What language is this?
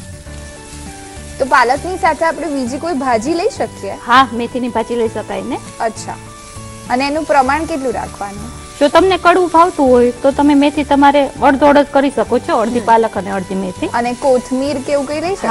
Gujarati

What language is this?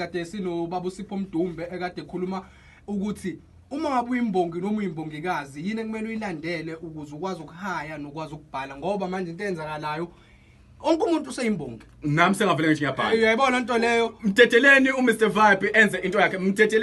Zulu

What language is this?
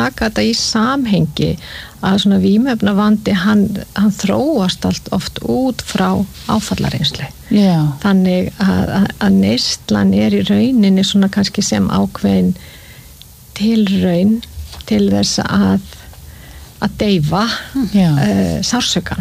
Icelandic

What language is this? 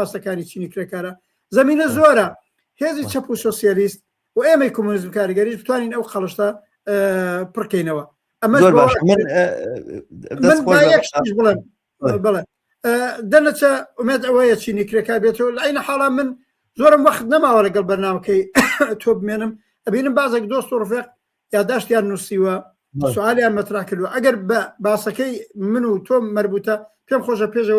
Central Kurdish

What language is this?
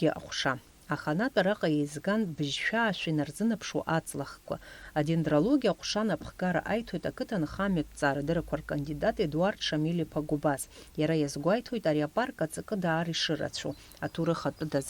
Abkhazian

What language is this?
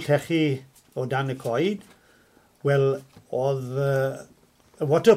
Welsh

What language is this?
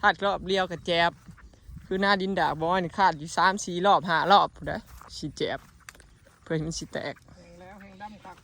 Northeastern Thai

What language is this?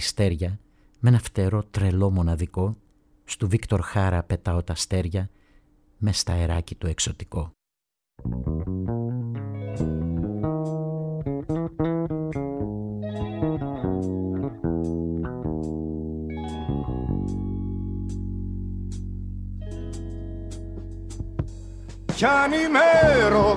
Greek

